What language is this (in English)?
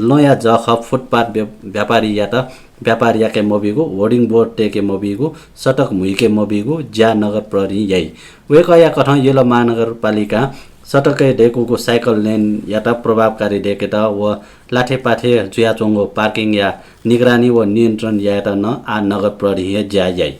Newari